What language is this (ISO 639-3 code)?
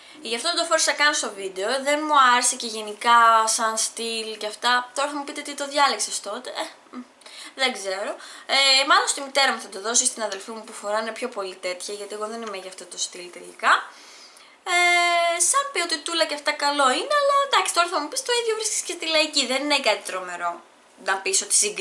ell